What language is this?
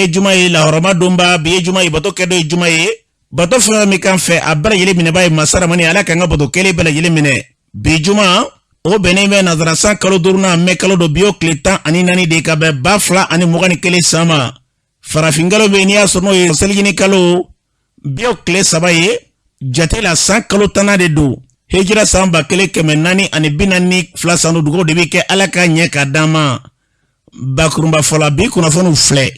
Bambara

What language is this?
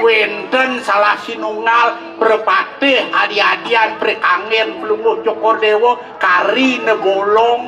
Balinese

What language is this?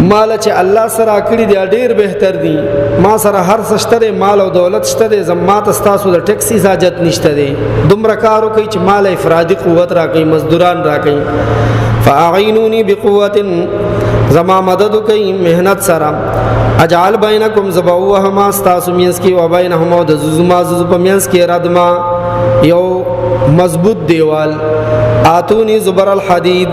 Pashto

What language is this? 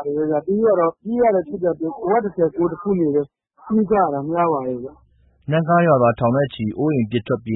Burmese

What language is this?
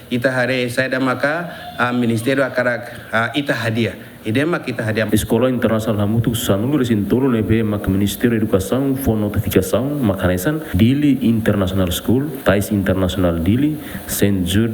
Tetum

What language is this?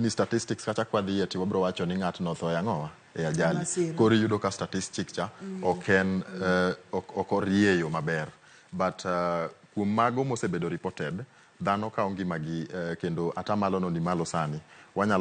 Luo (Kenya and Tanzania)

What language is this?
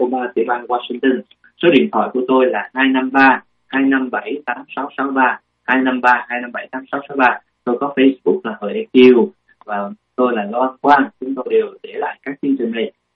Vietnamese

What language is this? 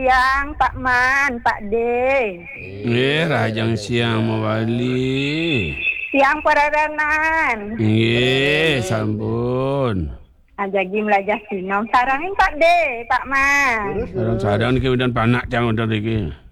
Balinese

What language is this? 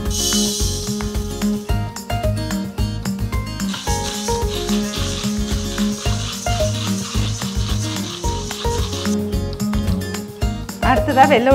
Tamil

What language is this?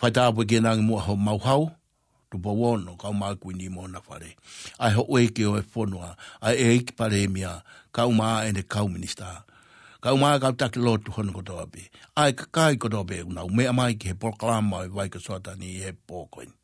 Tongan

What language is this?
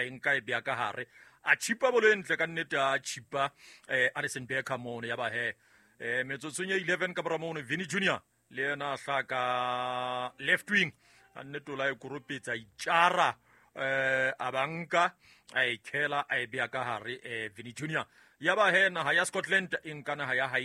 Southern Sotho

